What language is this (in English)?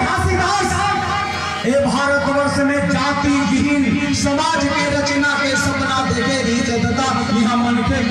Chhattisgarhi